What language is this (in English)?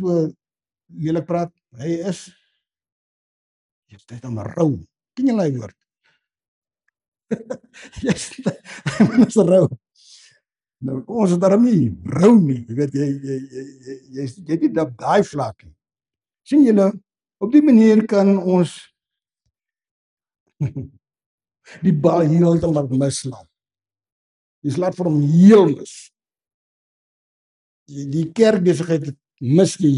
Afrikaans